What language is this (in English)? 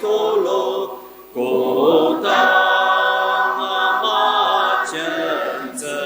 Ao Naga